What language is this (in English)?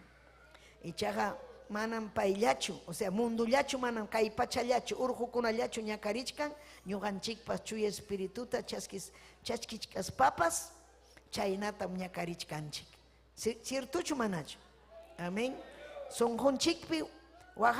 Ayacucho Quechua